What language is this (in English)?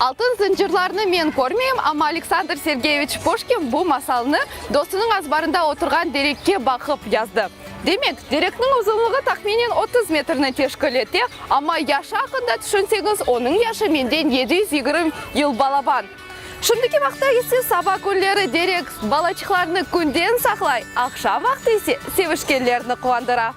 Crimean Tatar